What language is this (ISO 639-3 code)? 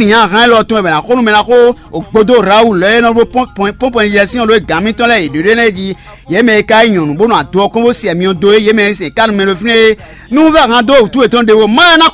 fon